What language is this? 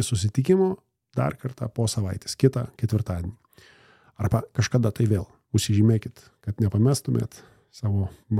Lithuanian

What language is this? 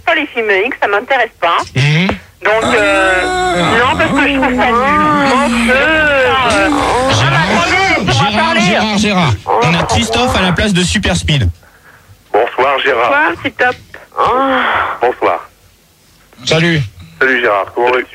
French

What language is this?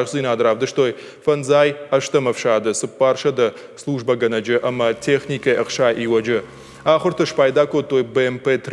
Ossetic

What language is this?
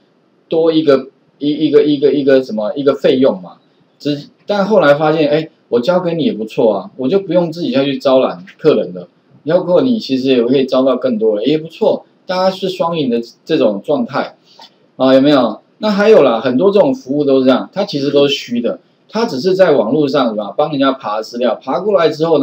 Chinese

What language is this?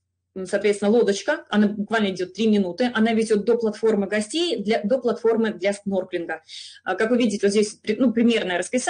Russian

